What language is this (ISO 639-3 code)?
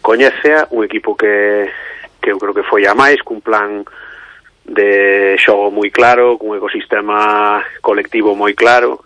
glg